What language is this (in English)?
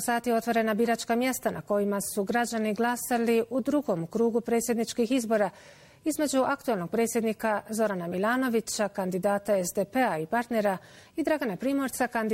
Bosnian